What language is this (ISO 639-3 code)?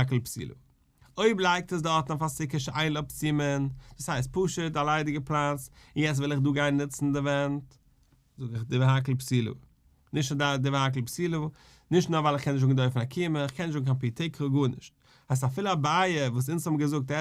yid